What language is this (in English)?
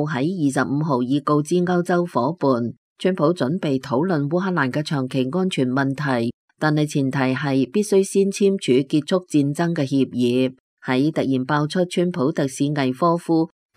Cantonese